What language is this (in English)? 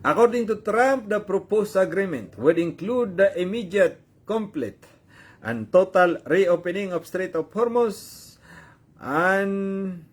Maranao